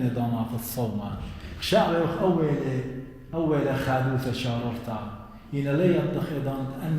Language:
Assyrian Neo-Aramaic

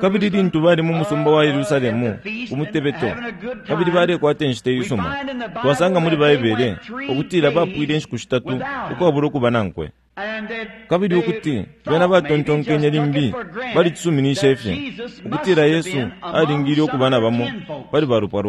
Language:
Bemba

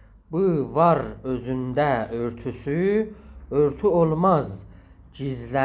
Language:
South Azerbaijani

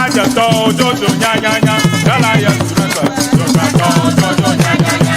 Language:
Ewe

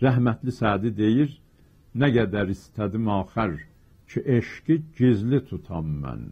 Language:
South Azerbaijani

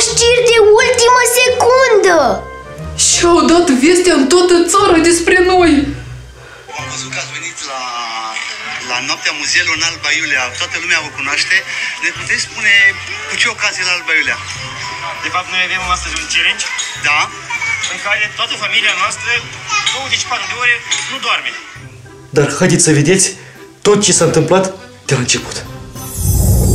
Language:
Romanian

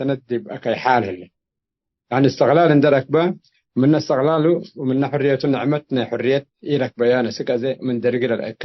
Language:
Tigre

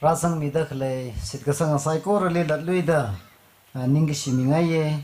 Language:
Tangkhul Naga (India)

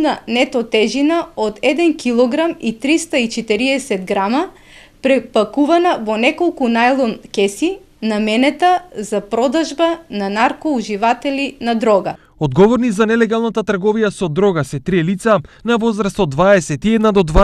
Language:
Macedonian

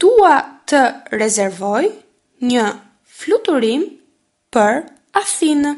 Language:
Albanian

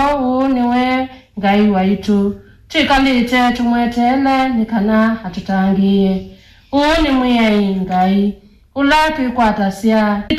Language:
Kamba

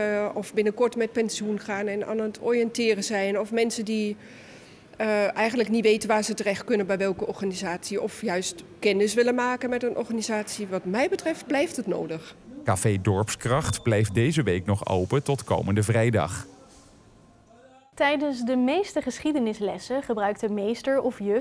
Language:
Dutch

